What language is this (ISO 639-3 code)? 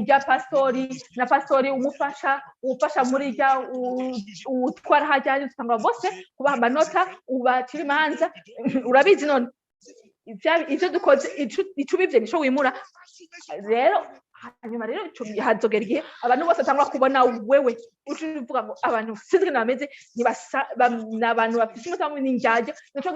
run